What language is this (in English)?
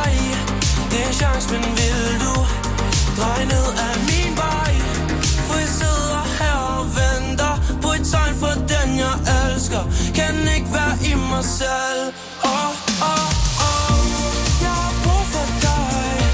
Danish